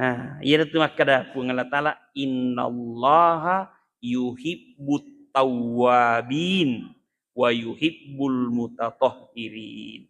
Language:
Buginese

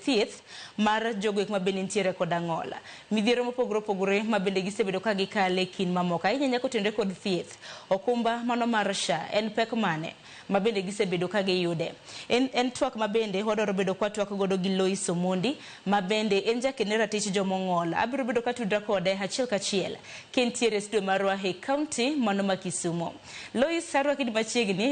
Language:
Luo (Kenya and Tanzania)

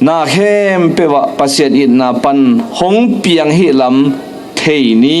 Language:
Tedim Chin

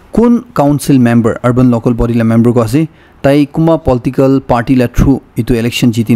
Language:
Naga Pidgin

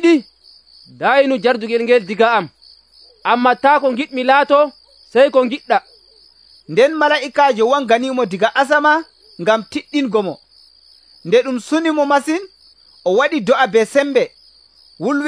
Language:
Nigerian Fulfulde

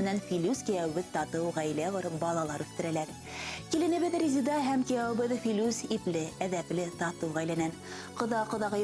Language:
Bashkir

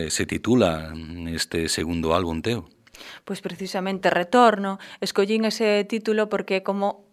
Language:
Galician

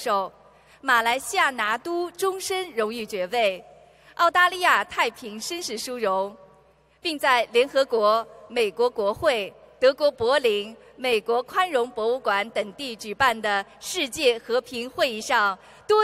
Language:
Chinese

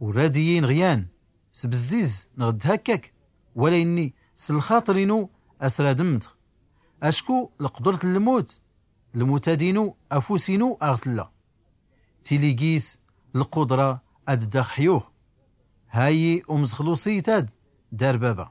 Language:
Tachelhit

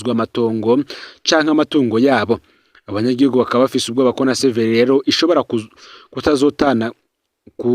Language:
Rundi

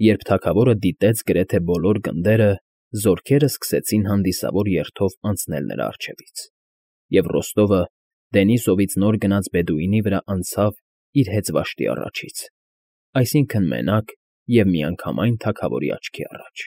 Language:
Armenian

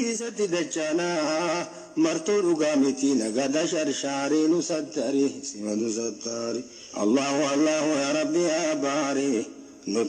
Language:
Oromo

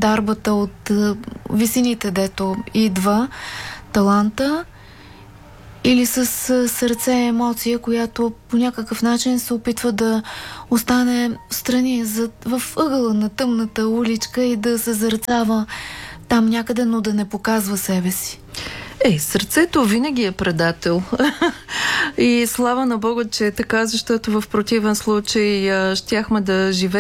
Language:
Bulgarian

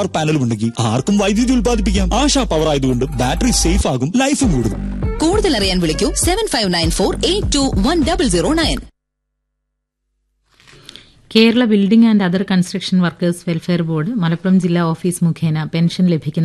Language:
Malayalam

